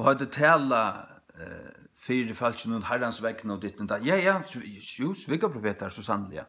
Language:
Faroese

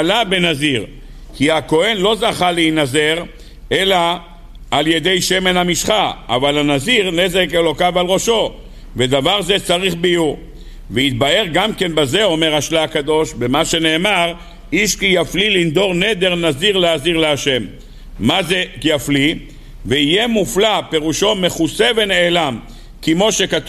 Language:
Hebrew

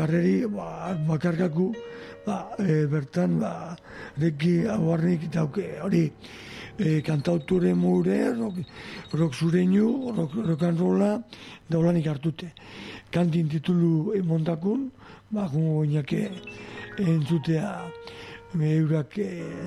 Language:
Basque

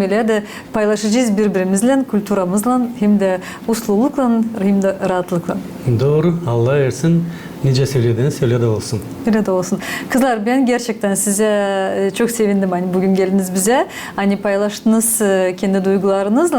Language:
Gagauz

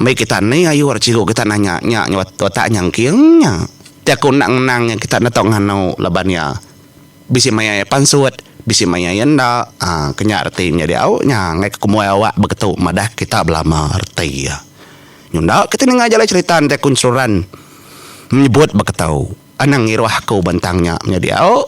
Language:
Iban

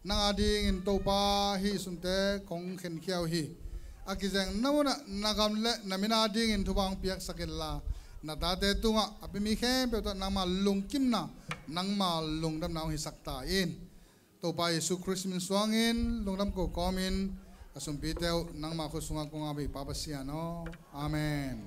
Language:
Tedim Chin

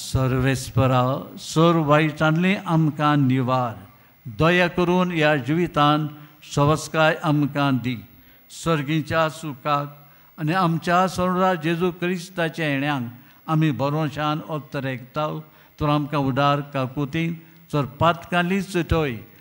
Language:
Konkani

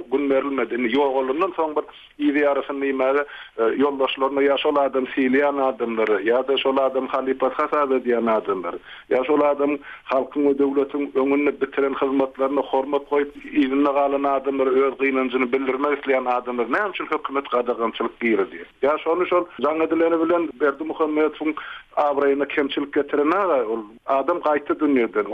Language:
Turkmen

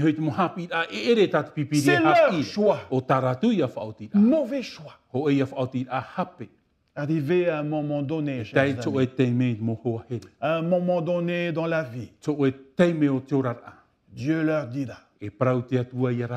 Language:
Tahitian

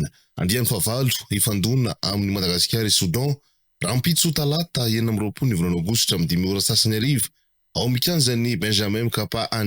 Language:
Malagasy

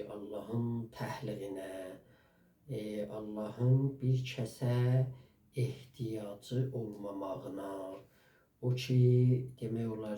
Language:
South Azerbaijani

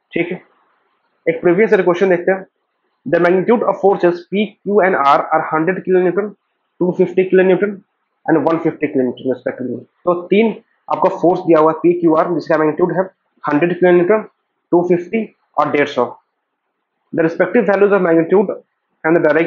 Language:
Hindi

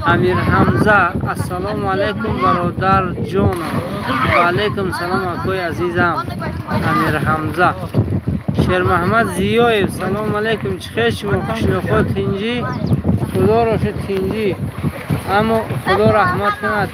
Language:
Tajik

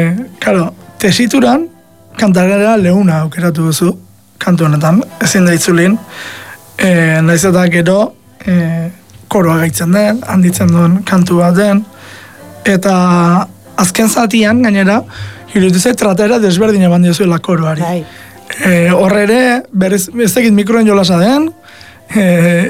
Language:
Basque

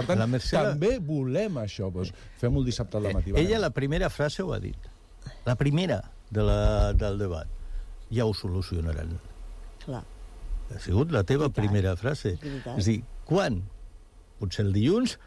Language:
Catalan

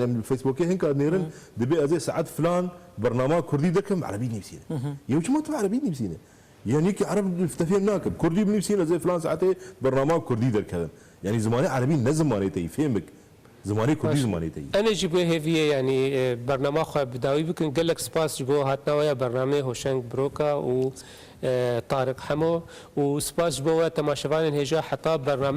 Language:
Kurdish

